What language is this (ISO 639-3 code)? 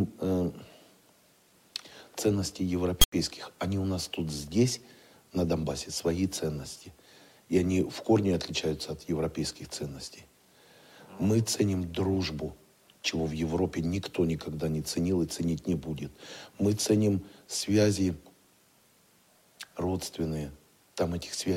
rus